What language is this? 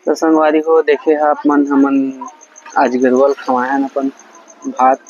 Chhattisgarhi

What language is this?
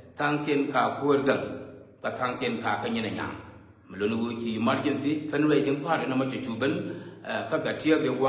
Nuer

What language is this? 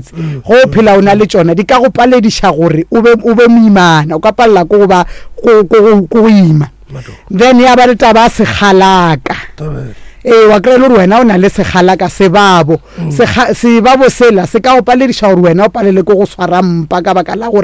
Northern Sotho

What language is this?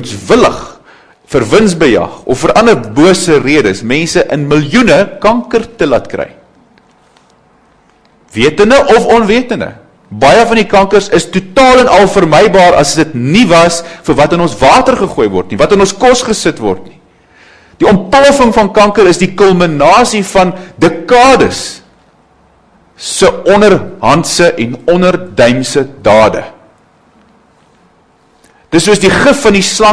Afrikaans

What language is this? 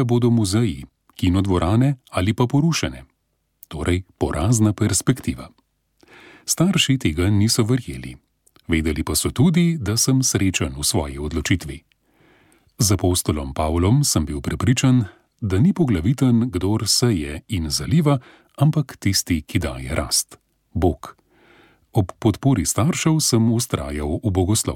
Slovenian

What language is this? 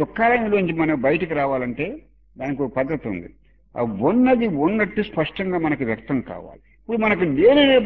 Telugu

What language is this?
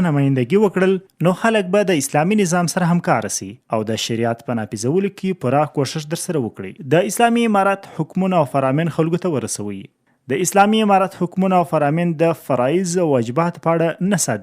Pashto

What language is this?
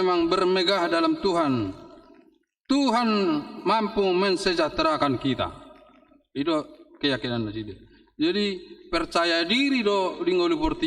Batak Toba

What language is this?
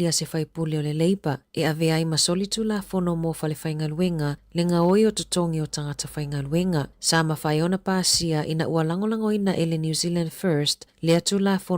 Samoan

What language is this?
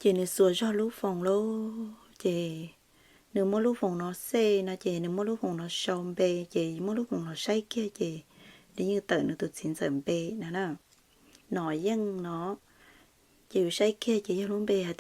Hmong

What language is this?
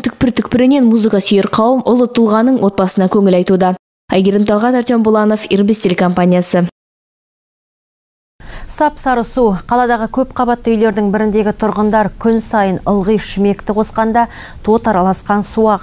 Kazakh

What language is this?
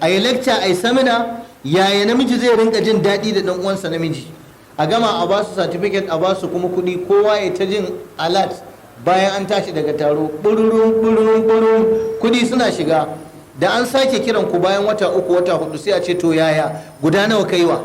Hausa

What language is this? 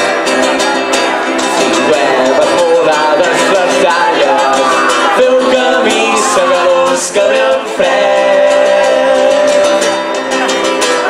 Catalan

